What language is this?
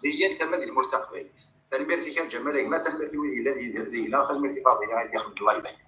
Kabyle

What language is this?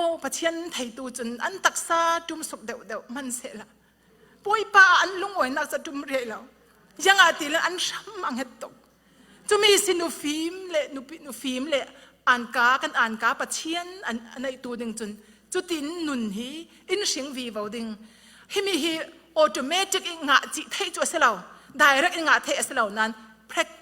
Falam Chin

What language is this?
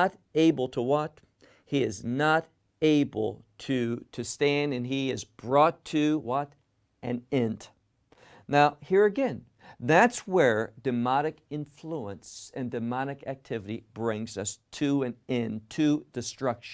English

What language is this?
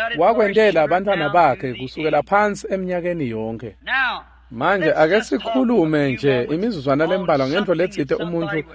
Swati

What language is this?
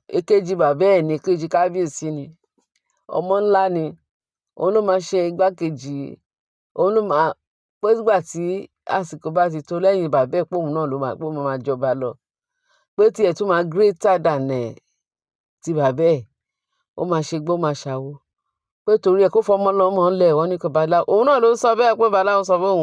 Yoruba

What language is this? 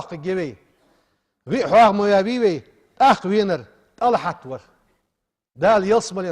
Ingush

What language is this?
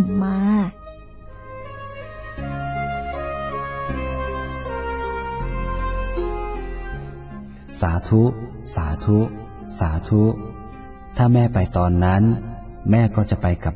Thai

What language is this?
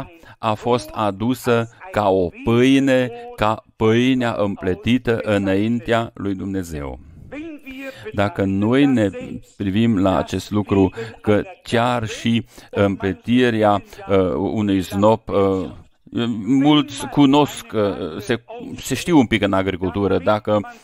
Romanian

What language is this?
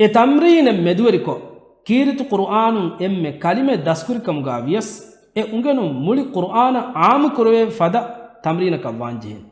Divehi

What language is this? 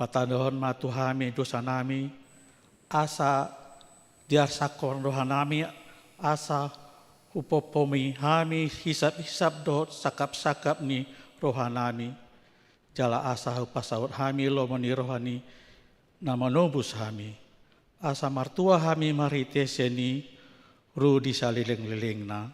Batak Toba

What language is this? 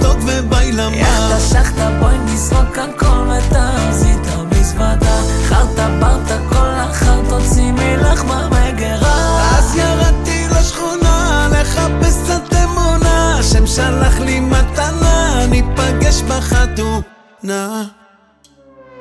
Hebrew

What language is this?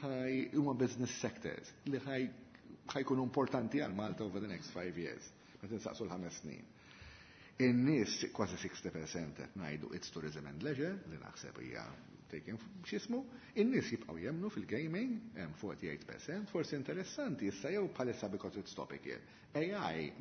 Maltese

